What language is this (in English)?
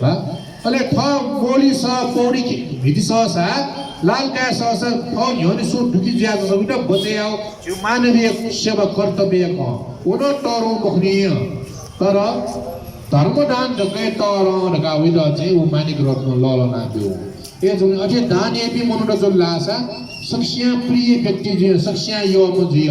Newari